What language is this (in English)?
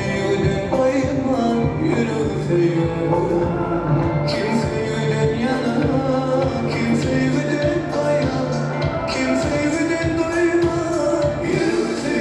Turkmen